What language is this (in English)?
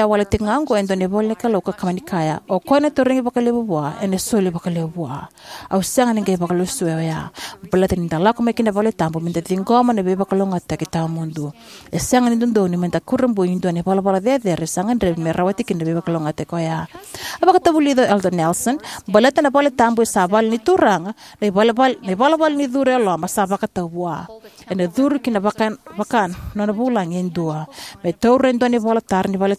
Fijian